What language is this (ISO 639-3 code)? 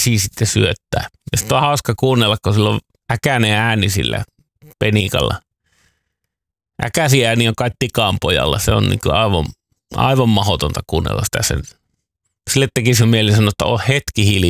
fin